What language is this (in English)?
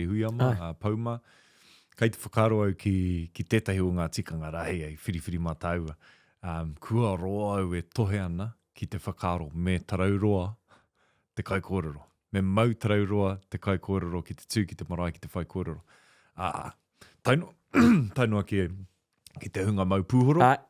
Māori